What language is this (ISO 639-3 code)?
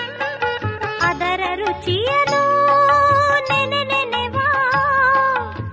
kan